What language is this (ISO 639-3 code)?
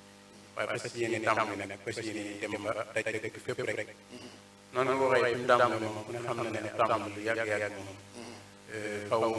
wol